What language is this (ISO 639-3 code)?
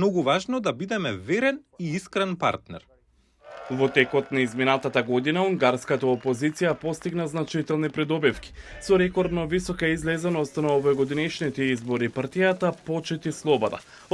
mkd